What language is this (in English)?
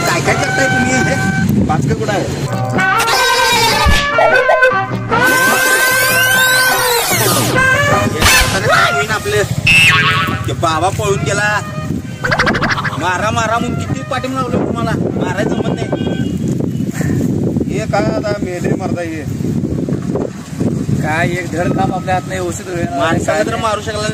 Marathi